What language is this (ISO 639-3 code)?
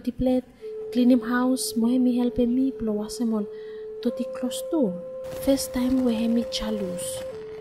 bis